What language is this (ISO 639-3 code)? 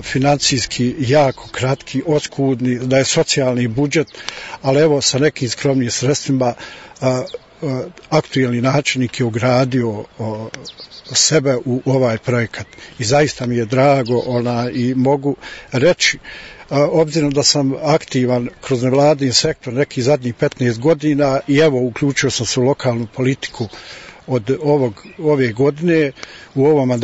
bos